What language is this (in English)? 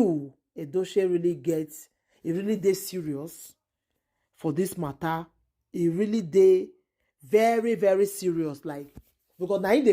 Nigerian Pidgin